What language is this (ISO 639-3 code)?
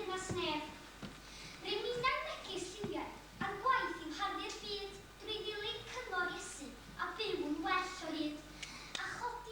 cym